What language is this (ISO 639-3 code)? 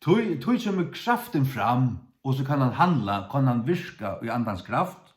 fao